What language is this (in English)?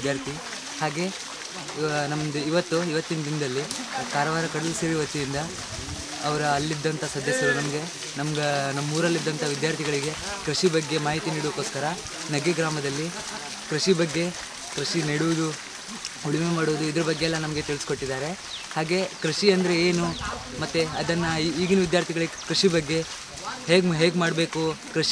Kannada